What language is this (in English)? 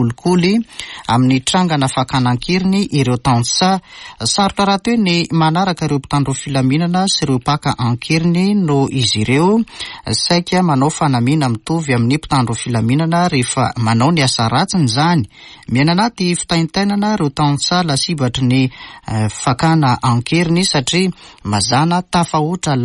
Malagasy